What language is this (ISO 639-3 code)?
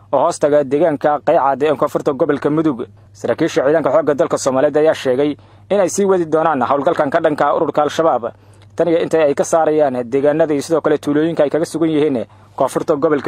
som